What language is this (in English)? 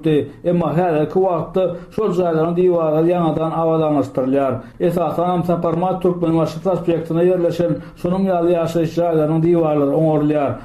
Turkmen